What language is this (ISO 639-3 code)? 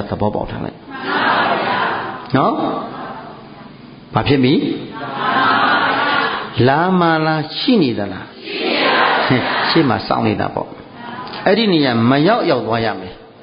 mya